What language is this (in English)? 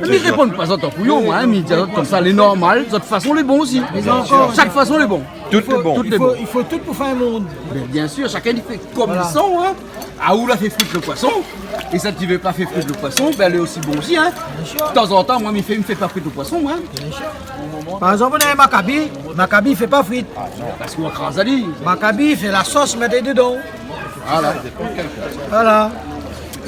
Réunion Creole French